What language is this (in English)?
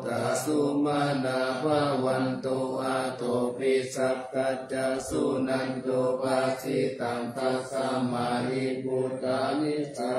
Pali